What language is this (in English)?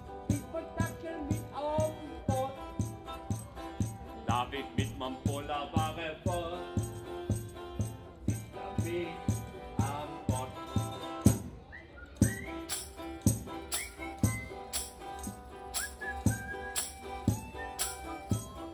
German